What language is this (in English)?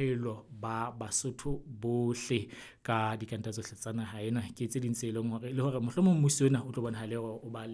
Southern Sotho